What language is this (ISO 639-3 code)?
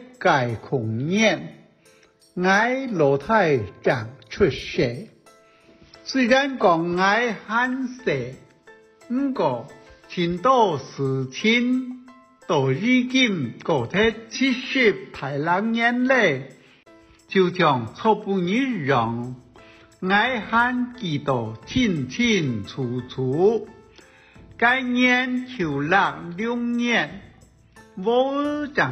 hak